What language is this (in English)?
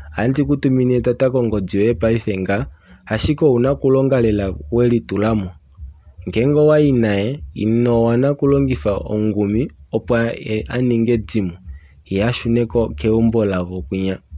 Kuanyama